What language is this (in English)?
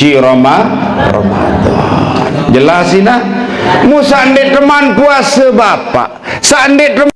Sasak